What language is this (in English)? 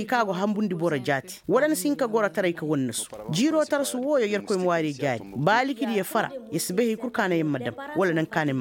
Koyraboro Senni